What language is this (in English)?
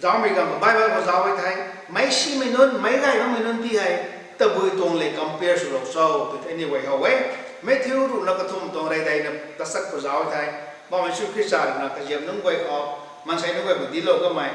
Rongmei Naga